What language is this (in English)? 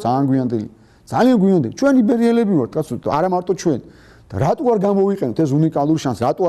Georgian